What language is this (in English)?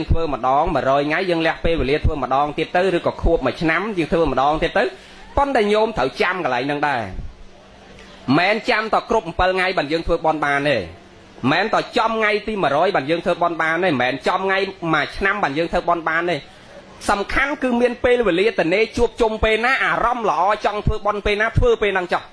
Khmer